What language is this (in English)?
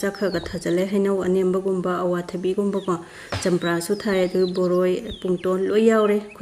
Manipuri